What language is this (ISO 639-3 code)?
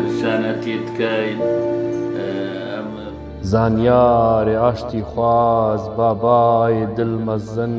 kur